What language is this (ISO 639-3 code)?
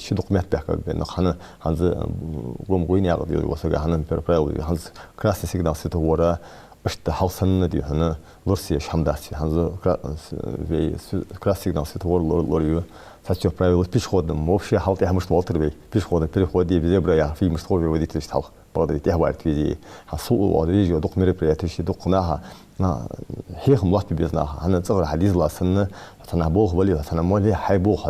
inh